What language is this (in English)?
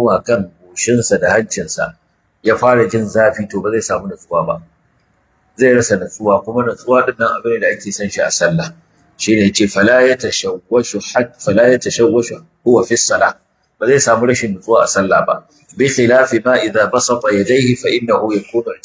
Hausa